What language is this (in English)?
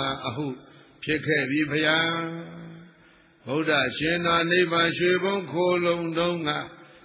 Burmese